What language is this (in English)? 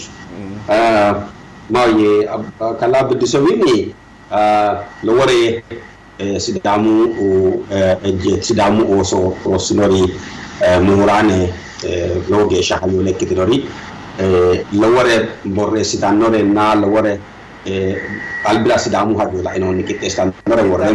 Sidamo